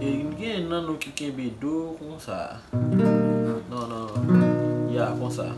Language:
Haitian Creole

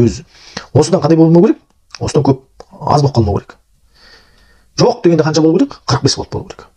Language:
Kazakh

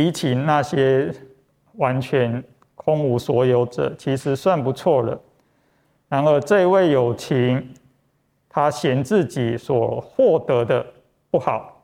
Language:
Chinese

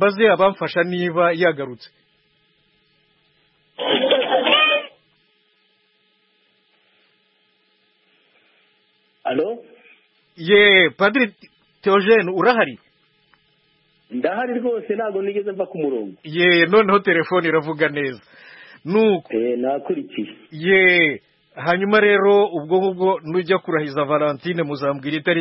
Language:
Kinyarwanda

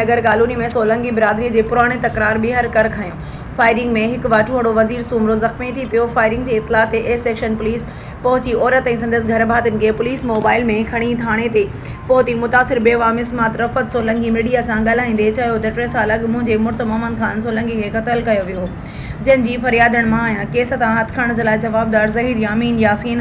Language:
Sindhi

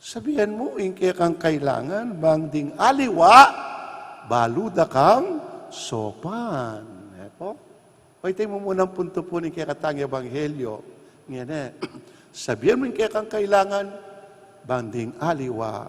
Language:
Pampanga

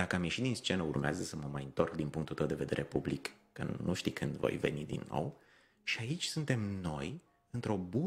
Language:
Romanian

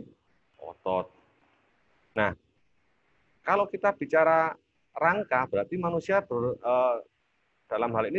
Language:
Indonesian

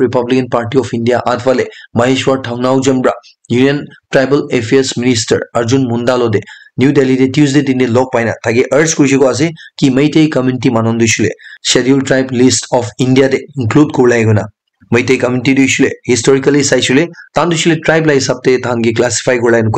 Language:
Naga Pidgin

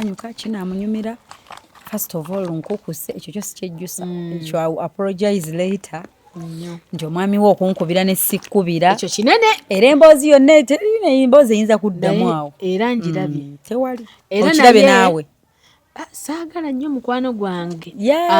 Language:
Ganda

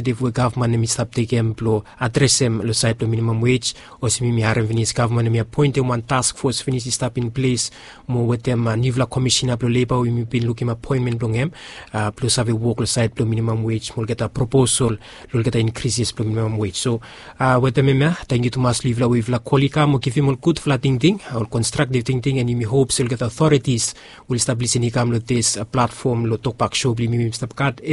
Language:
Bislama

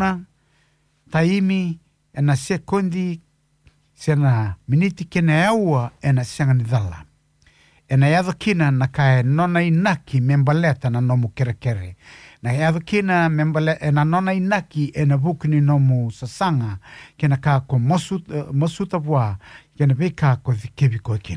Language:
Fijian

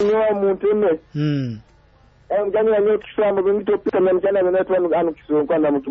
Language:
Nyoro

